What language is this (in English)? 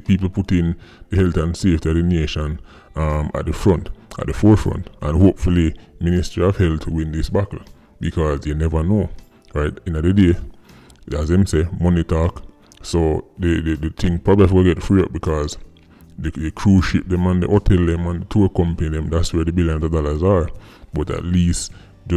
Jamaican Creole English